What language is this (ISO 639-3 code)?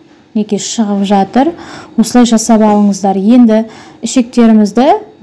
kaz